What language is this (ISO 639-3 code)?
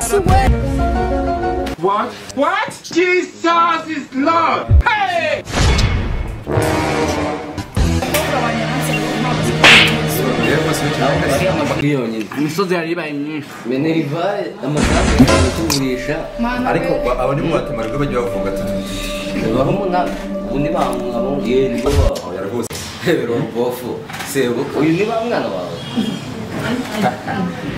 kin